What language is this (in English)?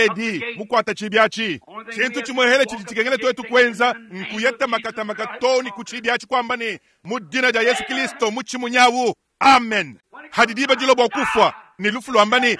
Luba-Lulua